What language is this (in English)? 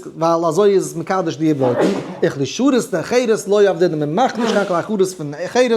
Yiddish